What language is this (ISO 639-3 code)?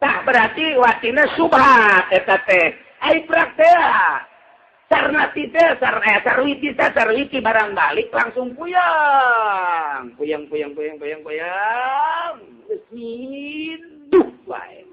sun